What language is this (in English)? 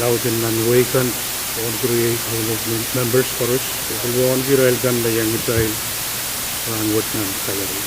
Pohnpeian